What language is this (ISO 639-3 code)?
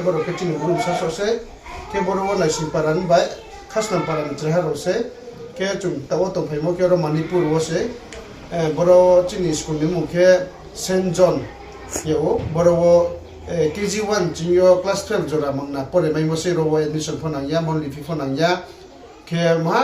ria